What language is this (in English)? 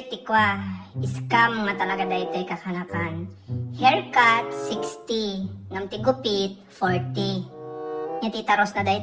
Iloko